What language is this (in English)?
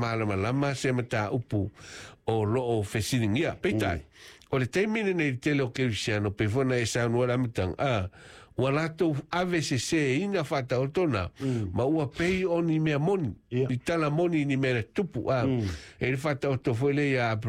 Samoan